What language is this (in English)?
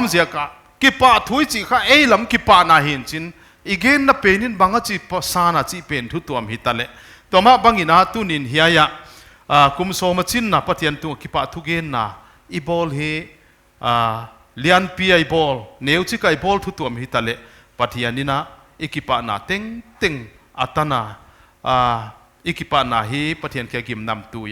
Paite Chin